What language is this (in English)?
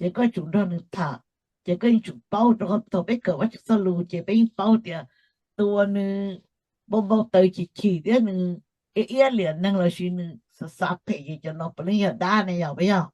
Hmong